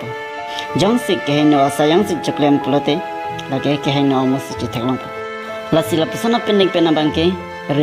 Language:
Karbi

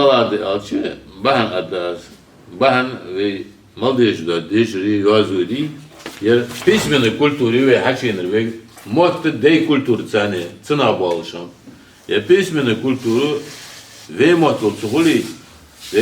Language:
Ingush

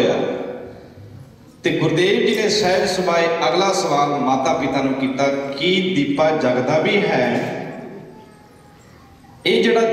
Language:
Punjabi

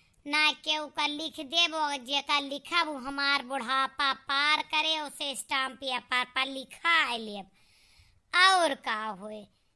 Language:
Awadhi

